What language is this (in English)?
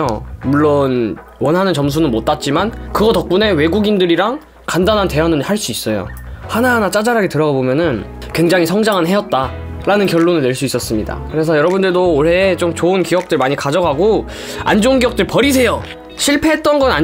Korean